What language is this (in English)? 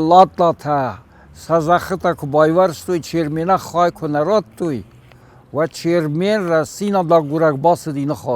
Ossetic